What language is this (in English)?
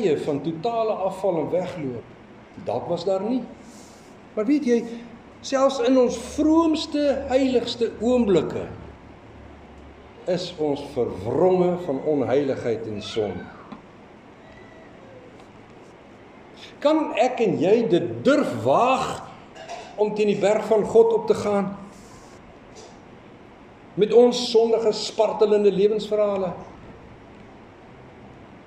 Afrikaans